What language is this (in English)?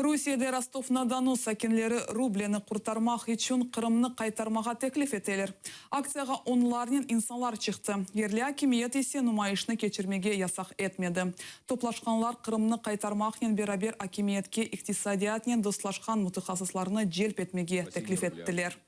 Crimean Tatar